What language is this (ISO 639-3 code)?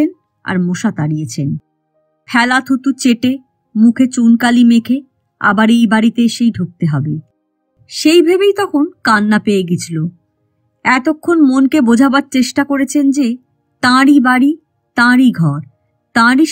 ben